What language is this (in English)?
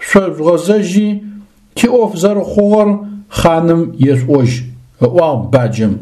Adyghe